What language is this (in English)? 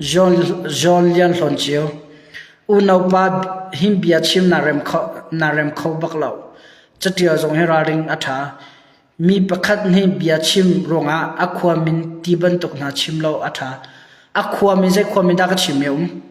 Hakha Chin